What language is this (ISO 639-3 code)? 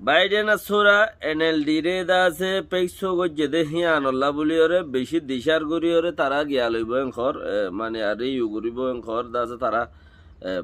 rhg